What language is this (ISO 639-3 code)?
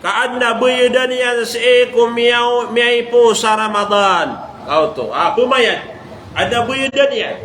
mrw